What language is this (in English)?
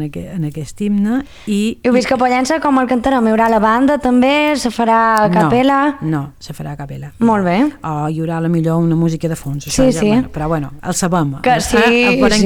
Catalan